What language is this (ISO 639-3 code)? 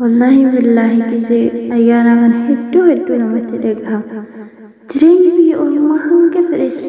orm